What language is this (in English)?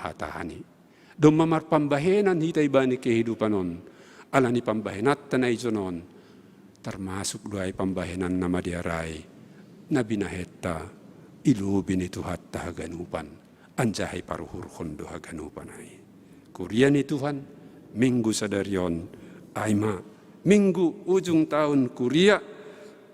Batak Simalungun